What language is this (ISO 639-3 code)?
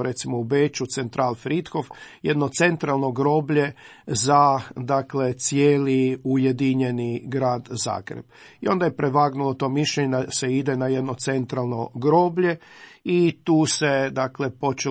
hrv